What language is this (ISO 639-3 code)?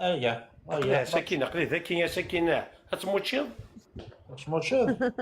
arq